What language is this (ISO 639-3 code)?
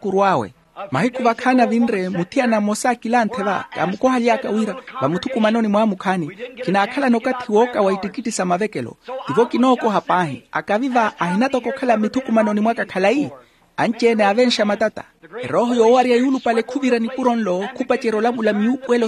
vmw